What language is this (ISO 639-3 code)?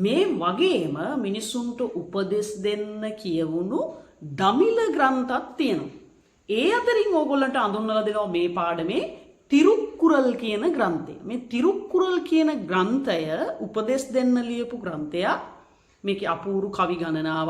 sin